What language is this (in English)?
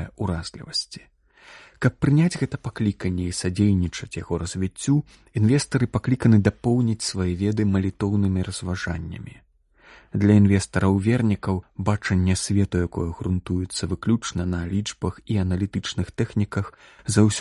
Belarusian